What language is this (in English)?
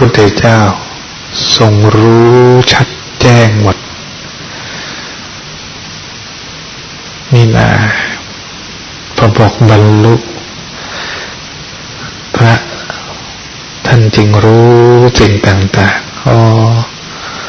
Thai